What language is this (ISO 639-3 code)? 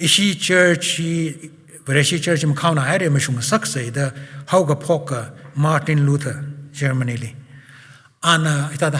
nmf